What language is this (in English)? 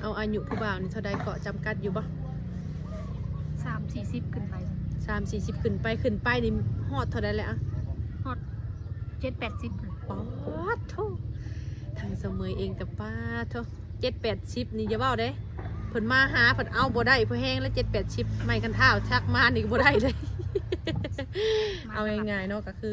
Lao